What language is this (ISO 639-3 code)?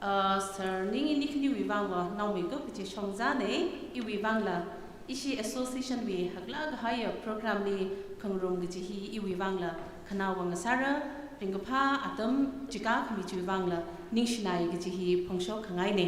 nmf